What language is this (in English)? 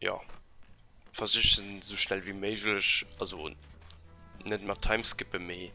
Luxembourgish